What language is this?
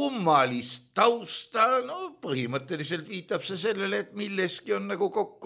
Estonian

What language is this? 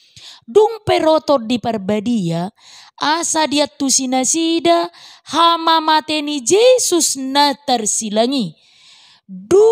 Batak Toba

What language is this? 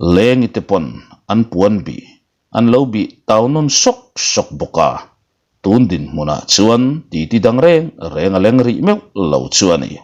Mizo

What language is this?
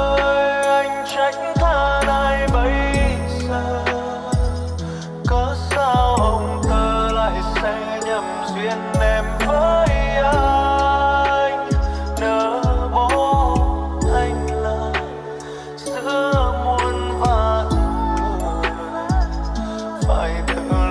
Vietnamese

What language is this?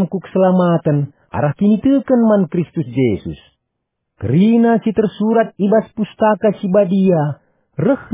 Batak Karo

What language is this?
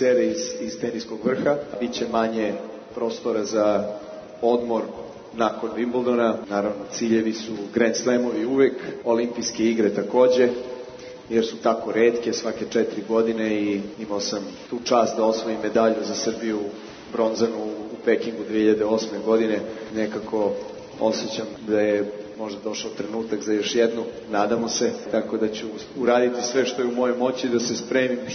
Serbian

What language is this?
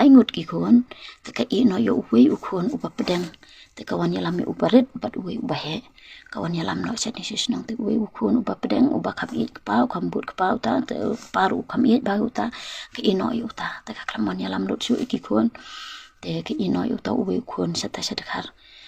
Khasi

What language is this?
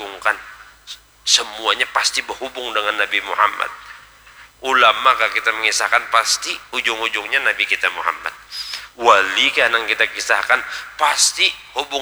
Banjar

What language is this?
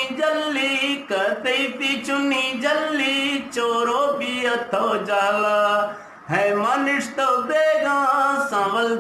Eastern Balochi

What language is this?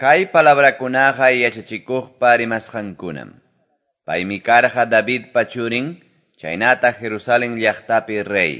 Quechua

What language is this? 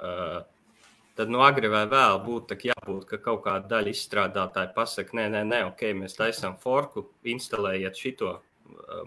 Latvian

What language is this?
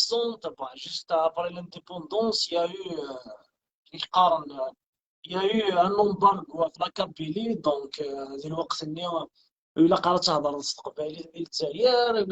Kabyle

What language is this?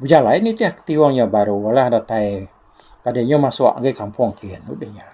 Iban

